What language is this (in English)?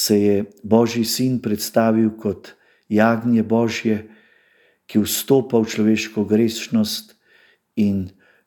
Slovenian